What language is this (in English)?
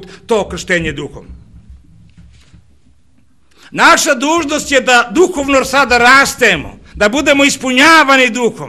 Serbian